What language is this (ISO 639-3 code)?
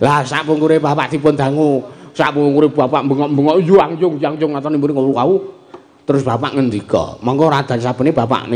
jav